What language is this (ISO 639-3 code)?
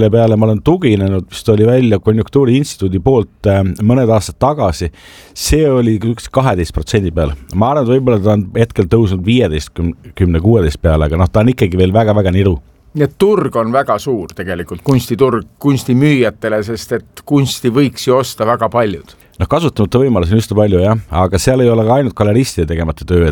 est